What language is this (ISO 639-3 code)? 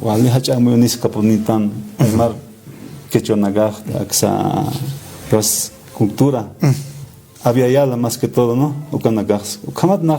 aym